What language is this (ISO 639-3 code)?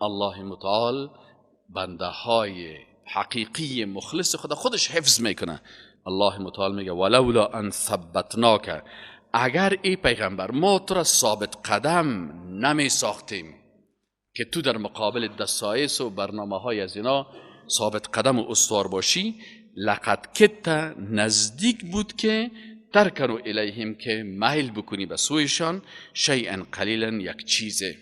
fas